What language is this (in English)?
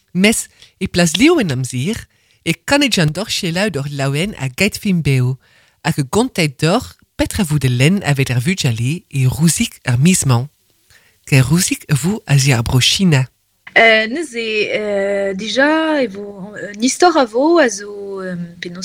Breton